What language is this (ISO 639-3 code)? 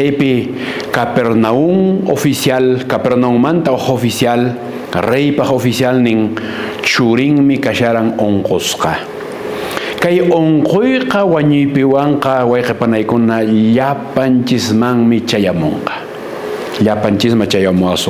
que